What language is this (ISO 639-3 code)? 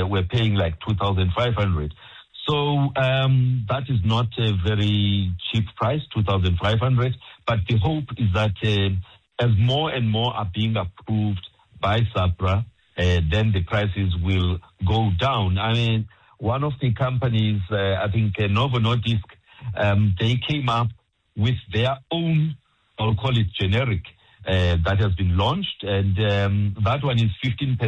eng